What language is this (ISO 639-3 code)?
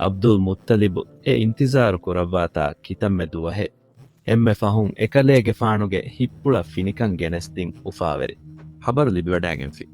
div